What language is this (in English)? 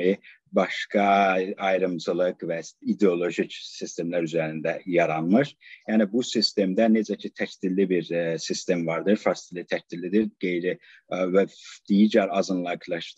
South Azerbaijani